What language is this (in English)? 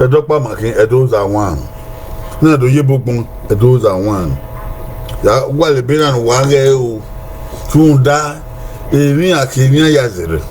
Bini